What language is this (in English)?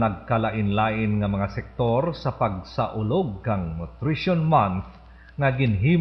Hiligaynon